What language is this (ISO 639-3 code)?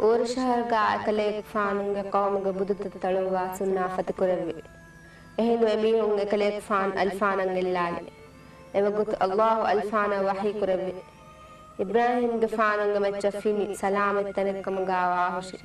div